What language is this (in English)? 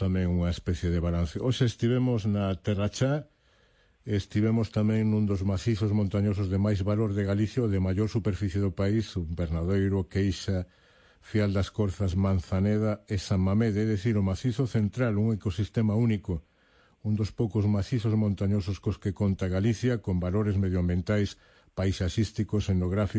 Galician